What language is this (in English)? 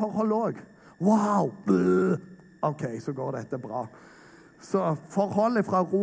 Norwegian